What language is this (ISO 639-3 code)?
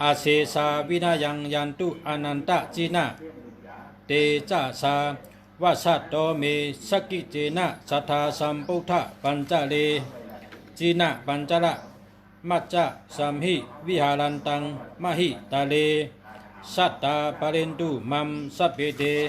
shn